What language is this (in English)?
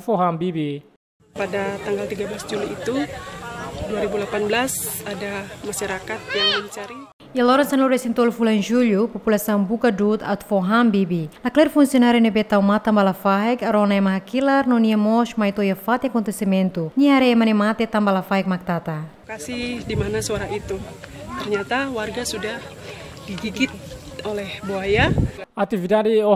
Tetum